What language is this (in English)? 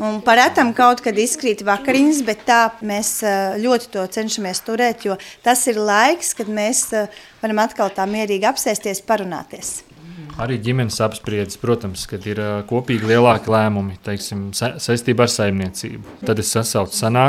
Latvian